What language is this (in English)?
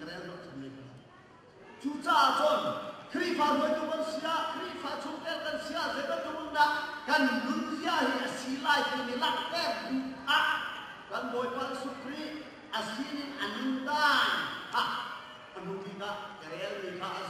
Hakha Chin